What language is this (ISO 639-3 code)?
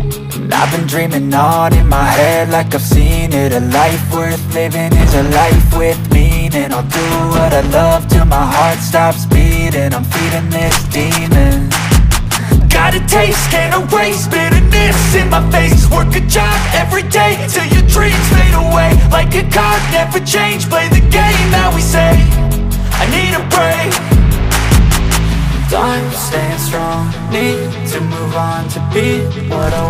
eng